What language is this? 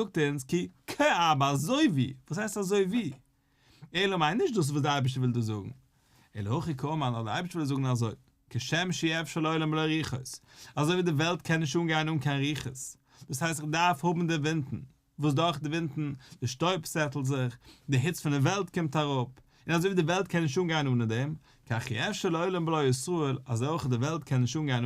Yiddish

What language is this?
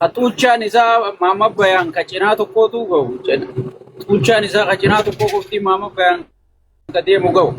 Oromo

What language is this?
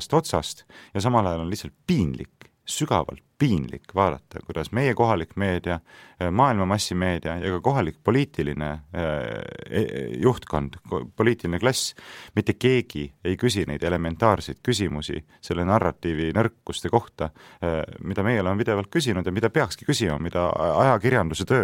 Estonian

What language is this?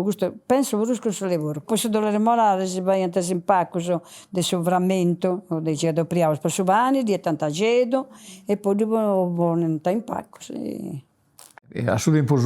Sardinian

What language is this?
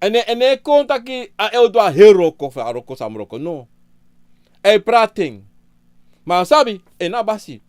Sranan Tongo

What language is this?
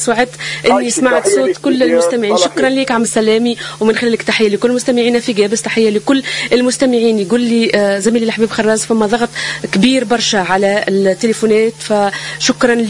Tunisian Arabic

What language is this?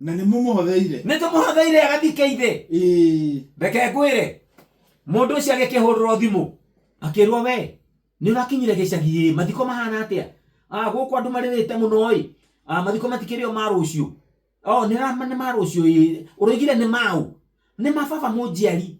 Kikuyu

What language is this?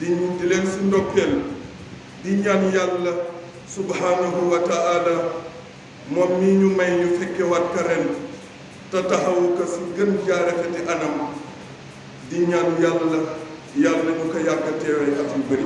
Wolof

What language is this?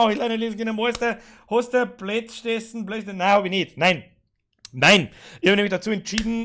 Bavarian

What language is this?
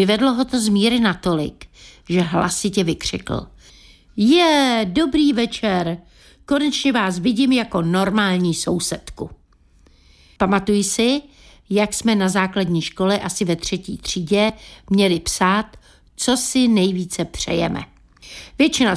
Czech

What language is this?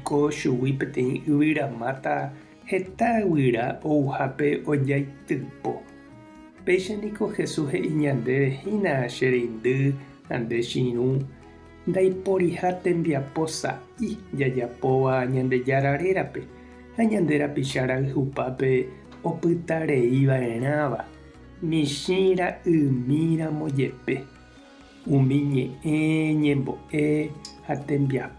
Guarani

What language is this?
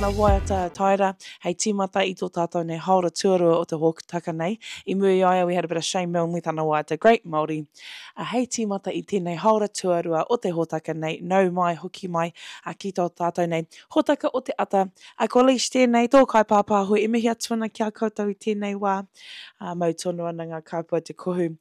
Māori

